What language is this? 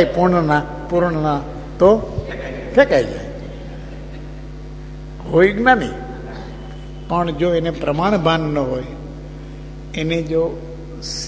Gujarati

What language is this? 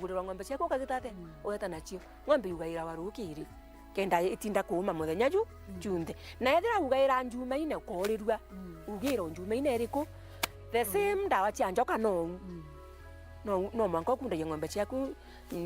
Meru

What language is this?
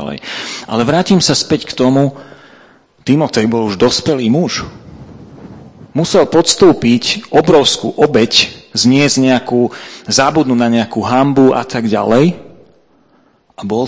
Slovak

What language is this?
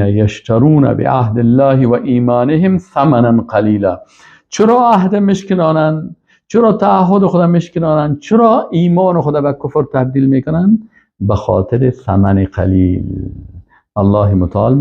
Persian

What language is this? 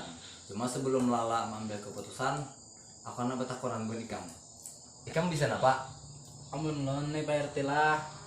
Banjar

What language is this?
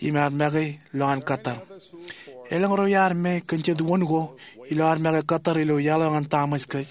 Marshallese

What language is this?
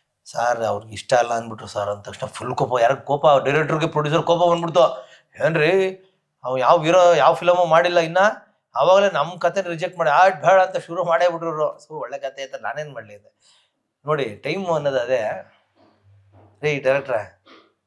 Kannada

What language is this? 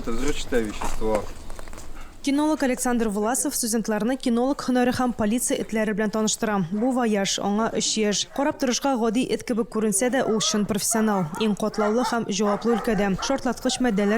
Tatar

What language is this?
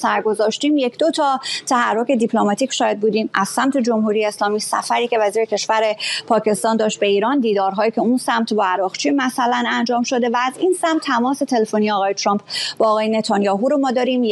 Persian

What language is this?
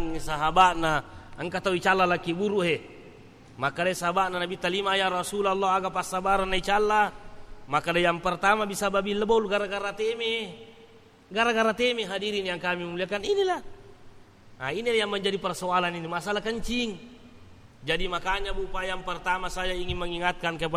Buginese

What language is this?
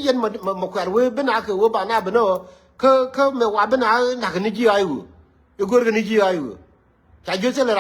Nuer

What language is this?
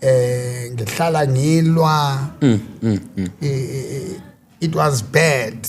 Zulu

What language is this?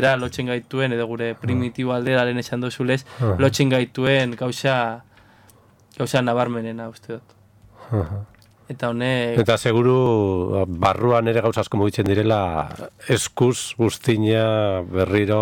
Basque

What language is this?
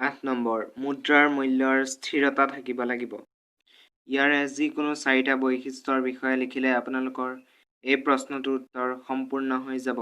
Assamese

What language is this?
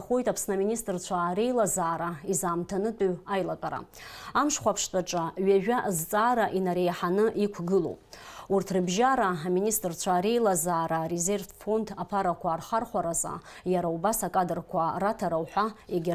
Abkhazian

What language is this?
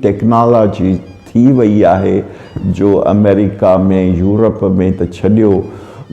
Sindhi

